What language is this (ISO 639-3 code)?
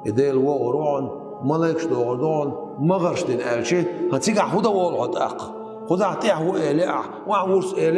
che